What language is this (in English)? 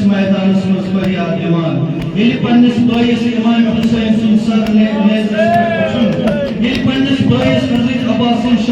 Kashmiri